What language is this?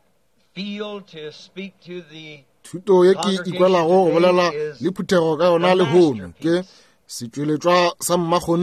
Northern Sotho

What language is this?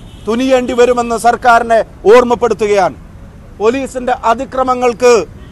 Malayalam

